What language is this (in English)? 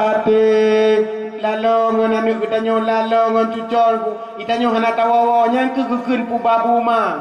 Achinese